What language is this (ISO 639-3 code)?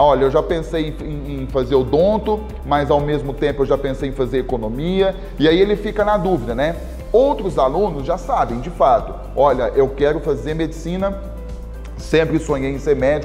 por